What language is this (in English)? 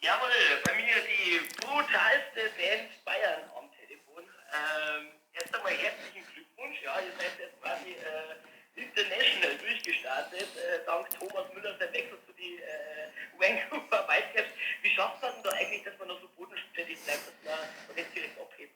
Bavarian